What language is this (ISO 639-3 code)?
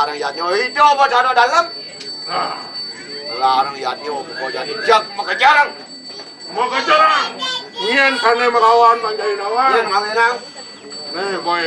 ban